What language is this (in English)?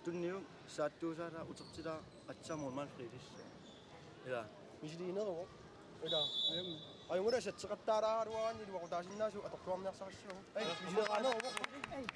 Kalaallisut